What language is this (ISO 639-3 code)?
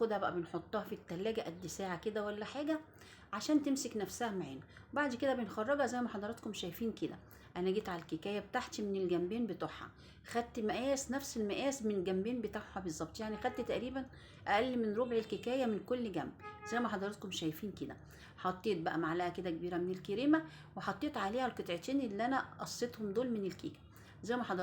arz